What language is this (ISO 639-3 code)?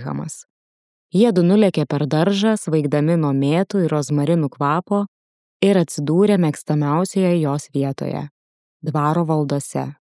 lit